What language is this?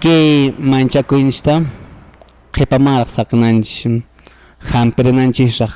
Quechua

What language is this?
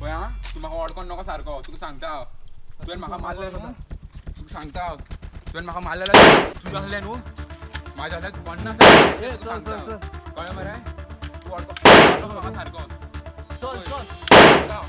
Konkani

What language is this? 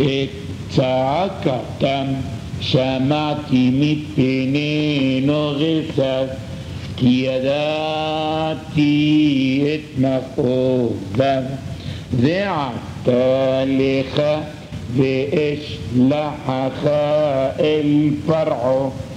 Hebrew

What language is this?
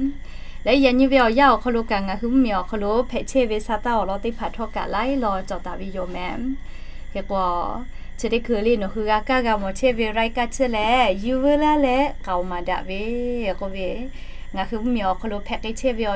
Lahu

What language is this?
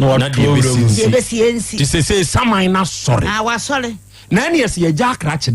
Akan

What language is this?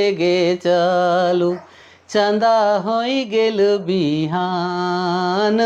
Sadri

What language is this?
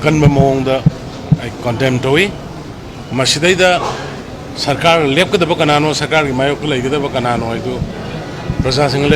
Manipuri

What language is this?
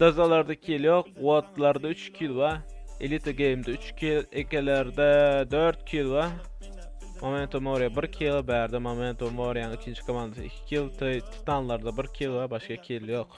Turkmen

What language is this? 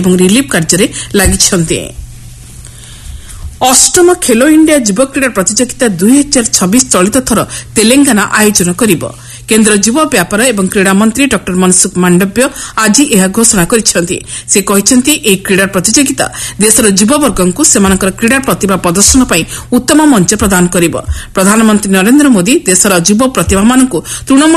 Odia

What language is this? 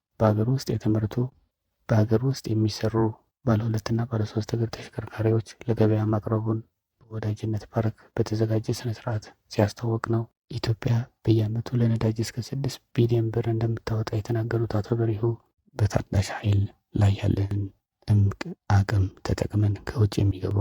Amharic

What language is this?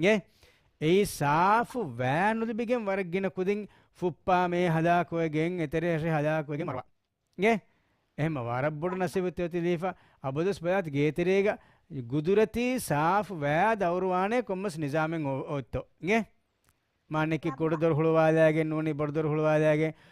Divehi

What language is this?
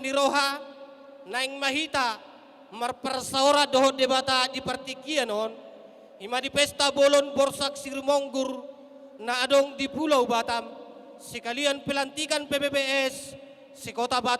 Batak Toba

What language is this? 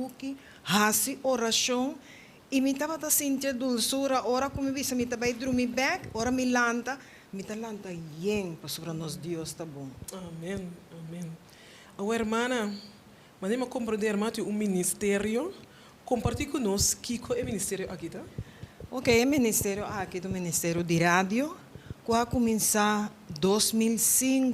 Papiamento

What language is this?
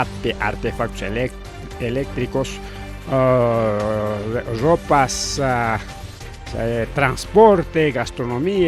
Ayacucho Quechua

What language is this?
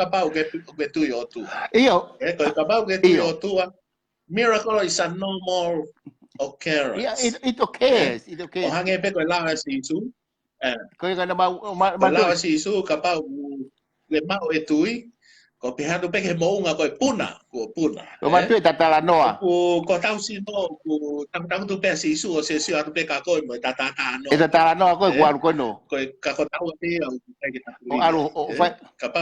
Tongan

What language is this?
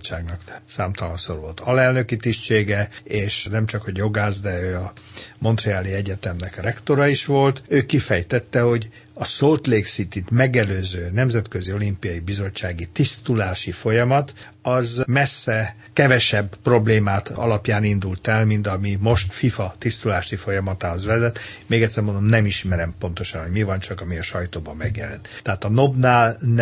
Hungarian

